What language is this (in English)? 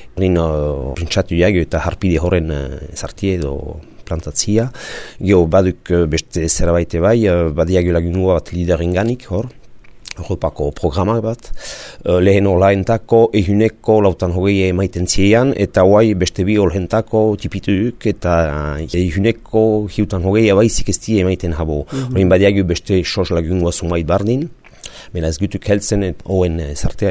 Basque